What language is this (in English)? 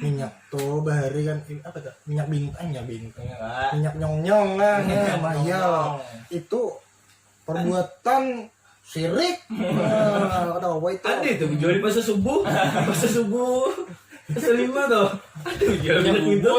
Banjar